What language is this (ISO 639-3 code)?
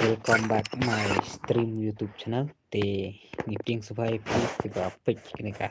kha